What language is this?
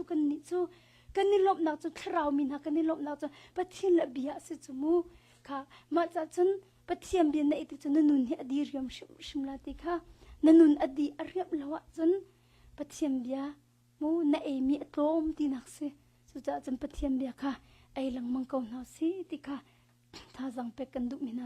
Hakha Chin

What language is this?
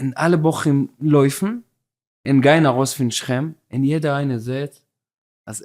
Yiddish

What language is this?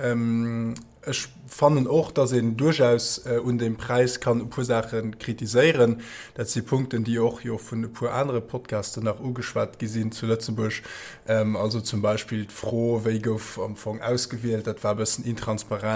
Luxembourgish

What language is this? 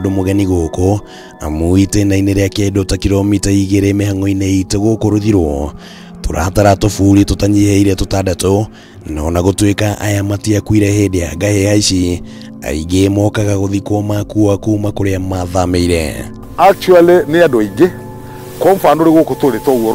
Kikuyu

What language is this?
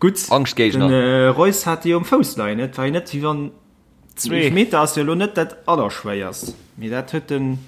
Luxembourgish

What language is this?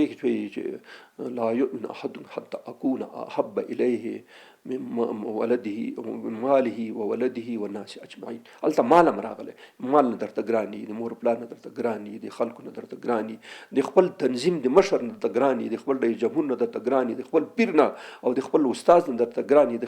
Pashto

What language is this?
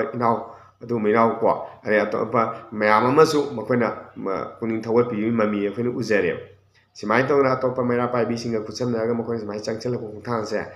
Manipuri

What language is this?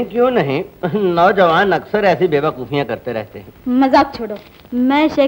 Hindi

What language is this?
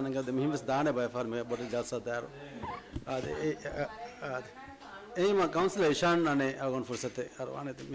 Divehi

